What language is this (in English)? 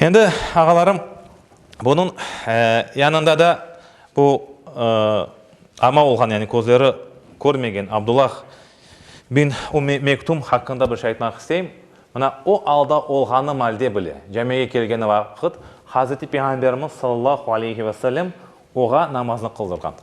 Crimean Tatar